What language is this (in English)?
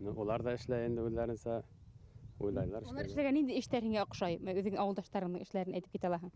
Bashkir